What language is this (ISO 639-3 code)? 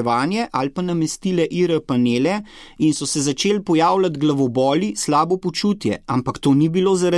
slv